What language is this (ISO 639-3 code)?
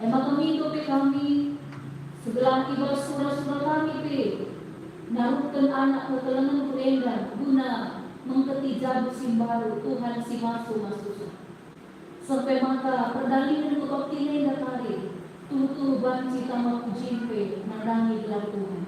btx